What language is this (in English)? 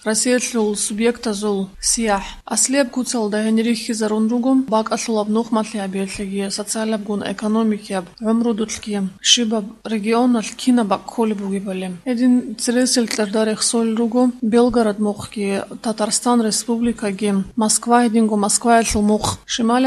Avaric